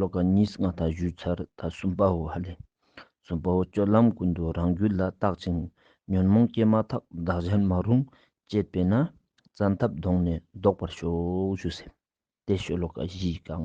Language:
Ladakhi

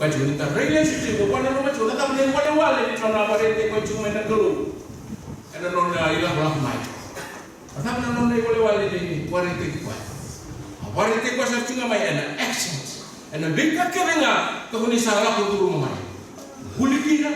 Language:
Fijian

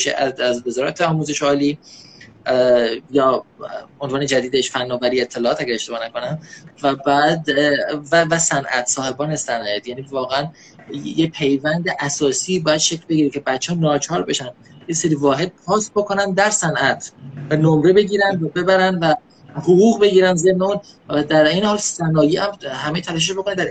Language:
Persian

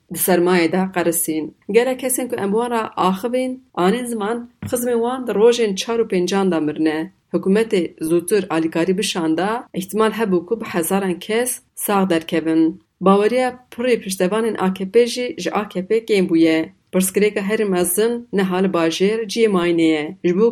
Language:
Kurdish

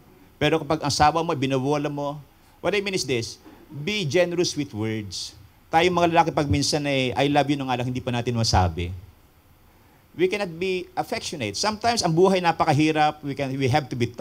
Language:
Filipino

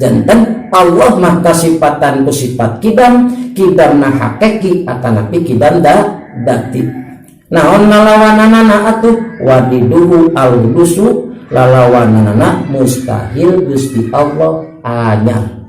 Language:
Sundanese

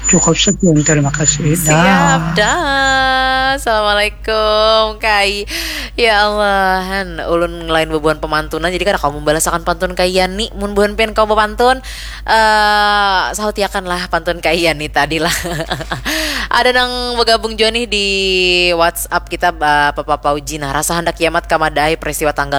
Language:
Banjar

